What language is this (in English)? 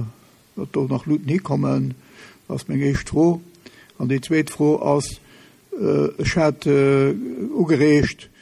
Luxembourgish